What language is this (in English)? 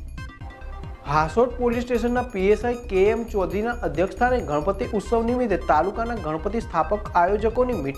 Gujarati